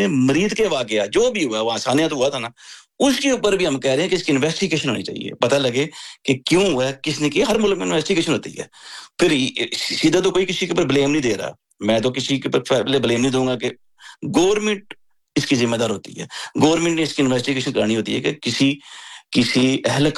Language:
Urdu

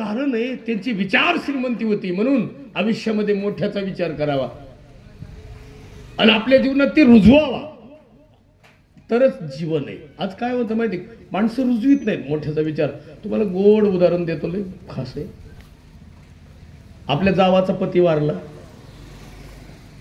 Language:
Marathi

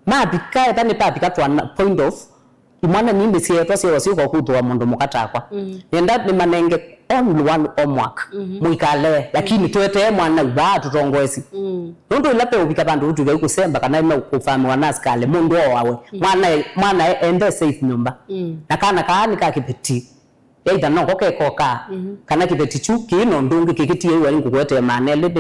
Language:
Kamba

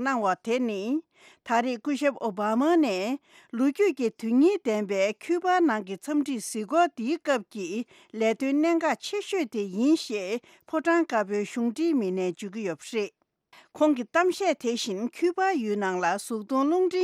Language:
Tibetan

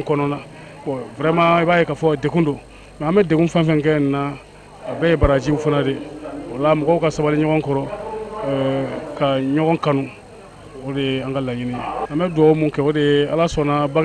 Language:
Bambara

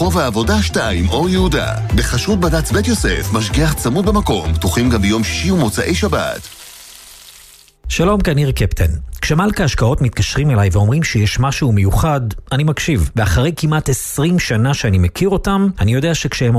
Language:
Hebrew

